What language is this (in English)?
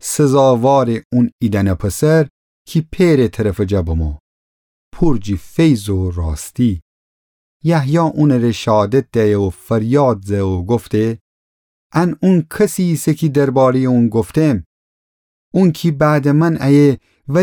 Gilaki